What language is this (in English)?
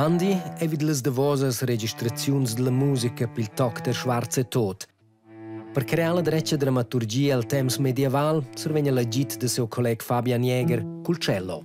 Romansh